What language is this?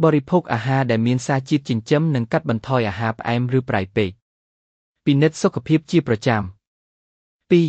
Khmer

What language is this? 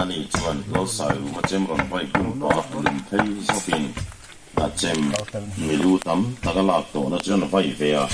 Mizo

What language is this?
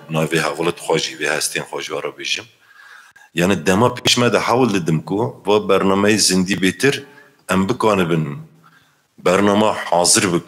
Kurdish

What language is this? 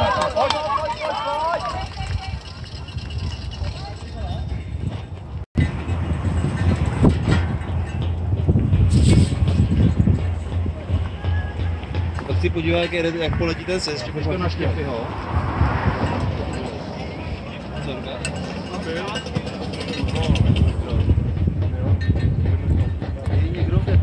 Czech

